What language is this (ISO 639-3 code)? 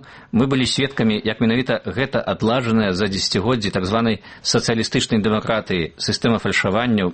bel